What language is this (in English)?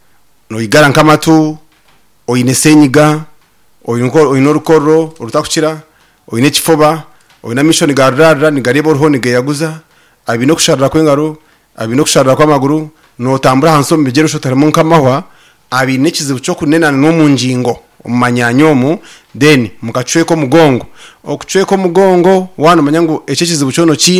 Nyankole